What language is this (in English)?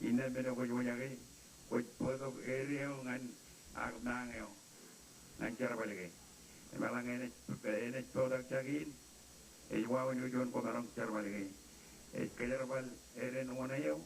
Marshallese